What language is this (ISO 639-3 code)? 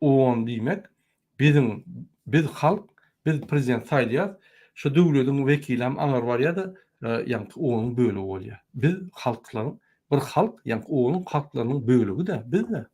tuk